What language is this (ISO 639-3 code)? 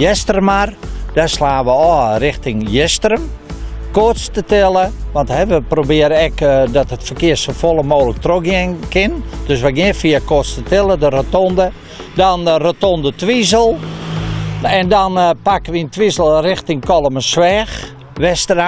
fry